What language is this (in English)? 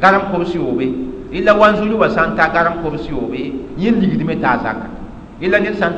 Mossi